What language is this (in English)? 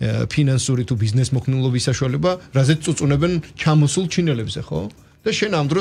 Georgian